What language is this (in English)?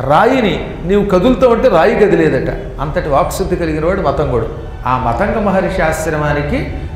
Telugu